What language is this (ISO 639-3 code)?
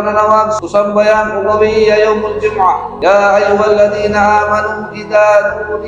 mrw